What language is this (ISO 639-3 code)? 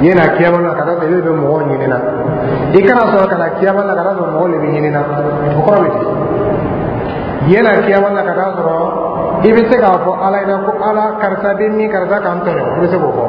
dyu